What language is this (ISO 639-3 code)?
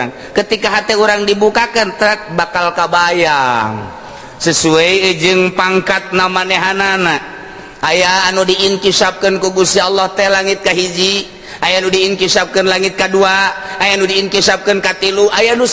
sun